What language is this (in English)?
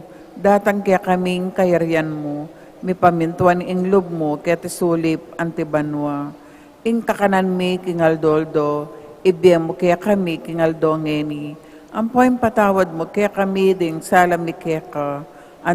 Pampanga